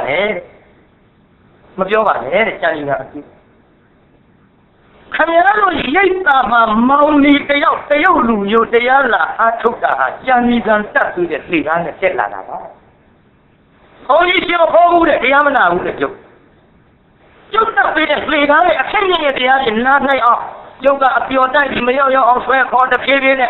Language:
Burmese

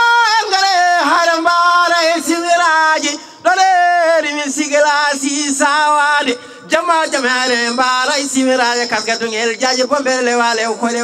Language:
Fula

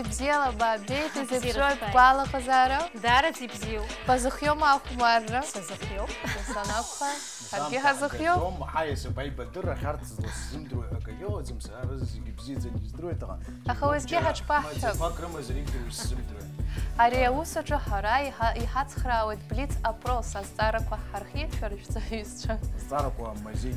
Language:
Abkhazian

